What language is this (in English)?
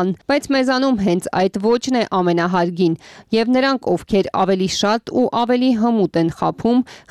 Armenian